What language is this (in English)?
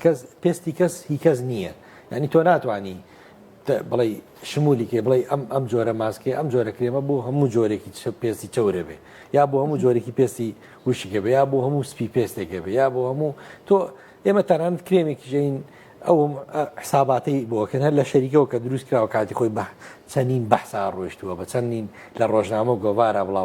Central Kurdish